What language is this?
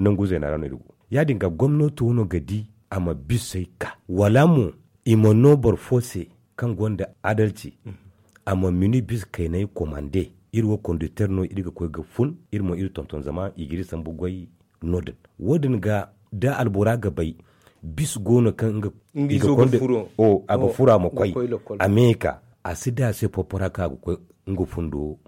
Zarma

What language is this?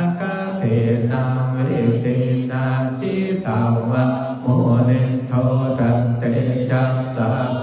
Pali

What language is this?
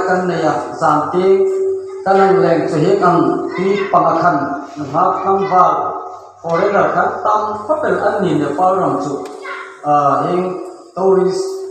Hmar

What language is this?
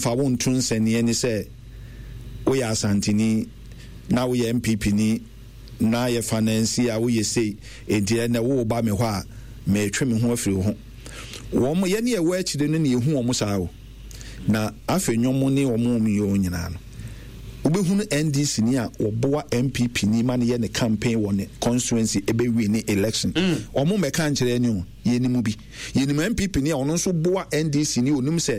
Akan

